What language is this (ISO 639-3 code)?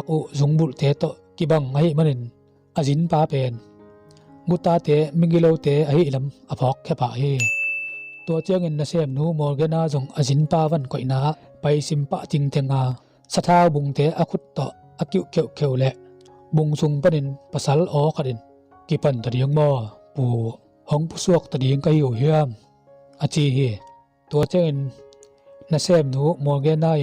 ctd